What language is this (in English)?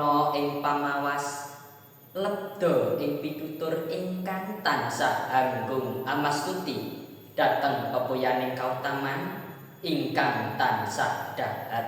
Javanese